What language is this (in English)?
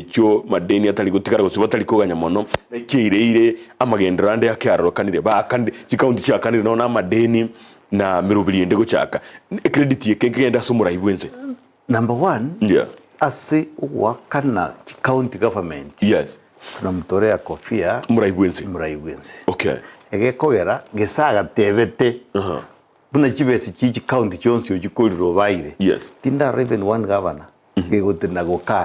Gusii